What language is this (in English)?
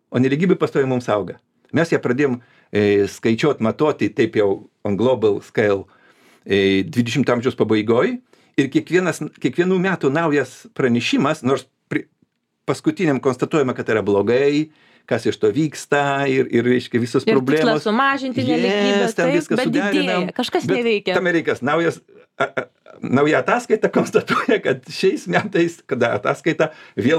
Lithuanian